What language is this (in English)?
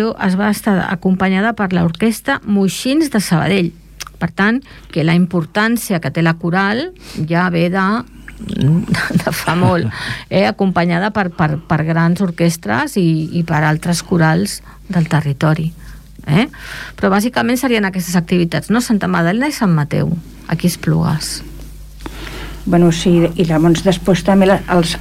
Catalan